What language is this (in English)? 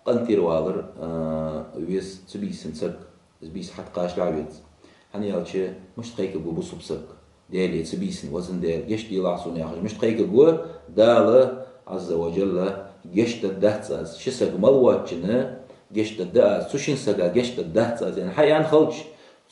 Ingush